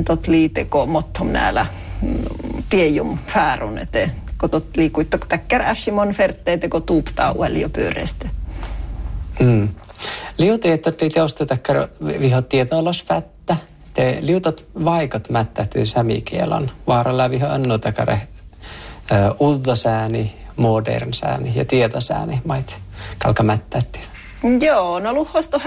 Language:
Northern Sami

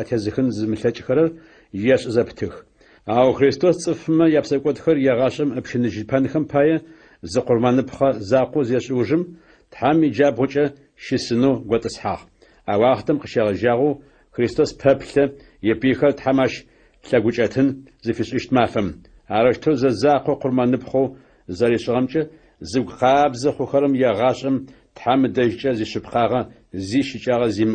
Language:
Adyghe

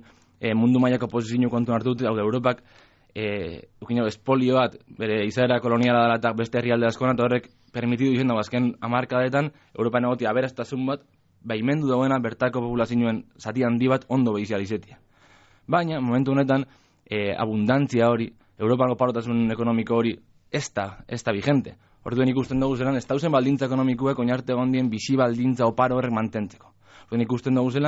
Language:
Basque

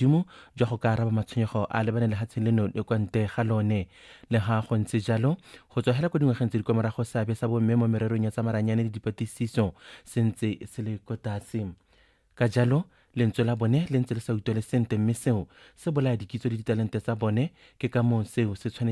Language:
Tswana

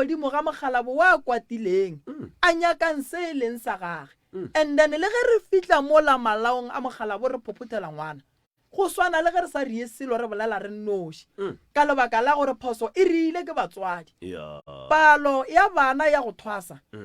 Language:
Northern Sotho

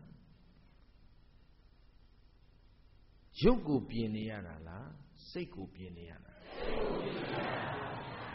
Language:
Burmese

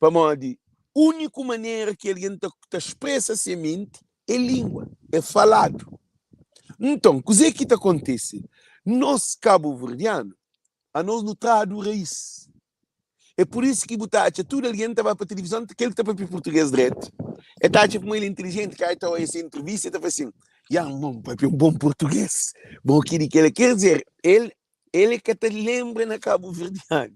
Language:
Kabuverdianu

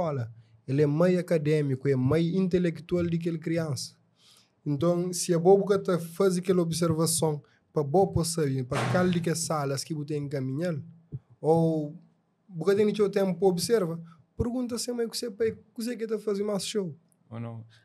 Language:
Kabuverdianu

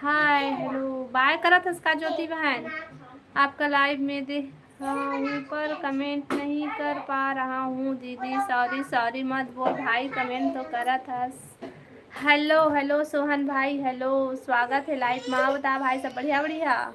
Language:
Chhattisgarhi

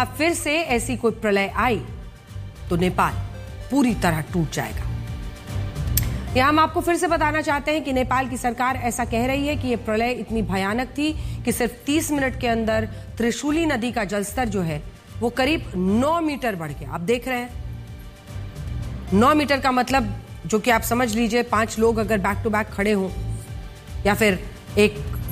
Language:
Hindi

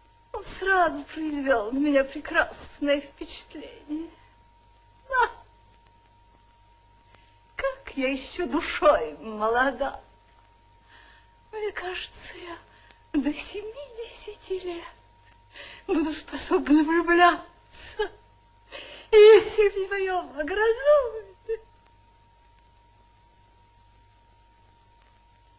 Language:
Russian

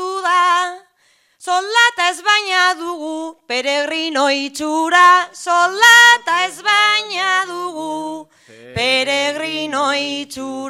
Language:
Basque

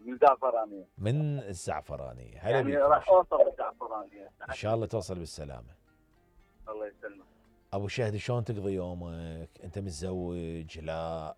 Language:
Mesopotamian Arabic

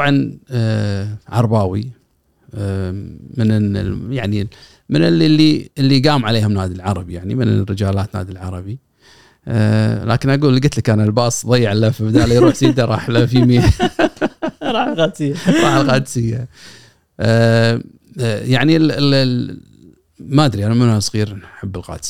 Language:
Gulf Arabic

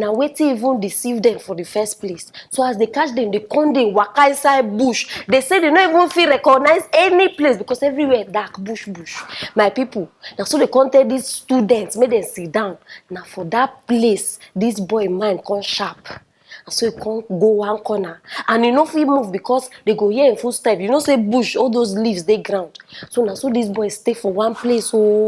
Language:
Nigerian Pidgin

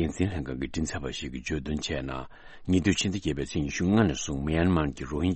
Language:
Tibetan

